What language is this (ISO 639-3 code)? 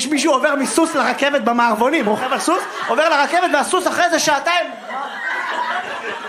heb